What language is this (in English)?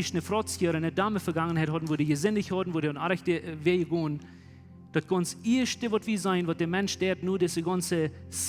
Plautdietsch